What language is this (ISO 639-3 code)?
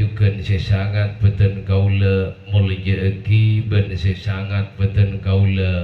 mad